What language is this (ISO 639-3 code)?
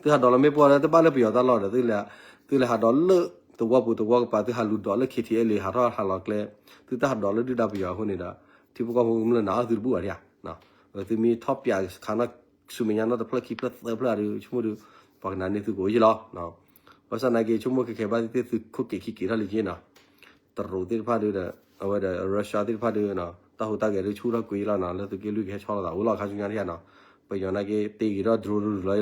ksw